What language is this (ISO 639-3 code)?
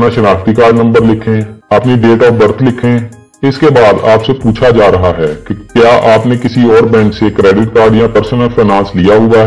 urd